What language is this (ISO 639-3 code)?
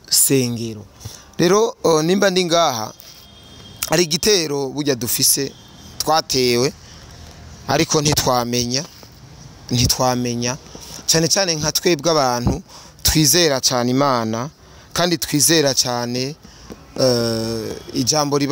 run